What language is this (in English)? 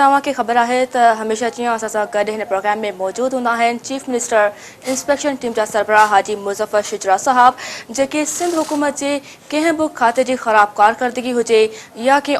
Sindhi